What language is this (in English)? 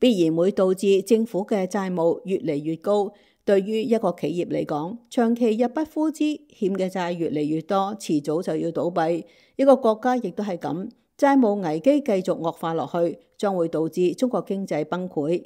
Cantonese